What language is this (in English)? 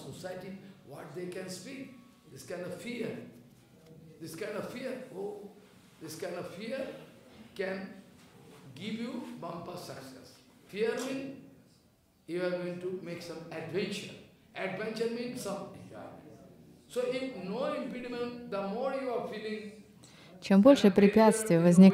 Russian